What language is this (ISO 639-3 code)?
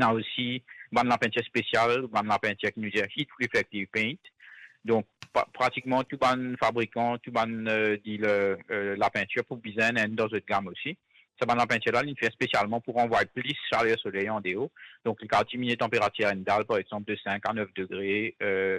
mfe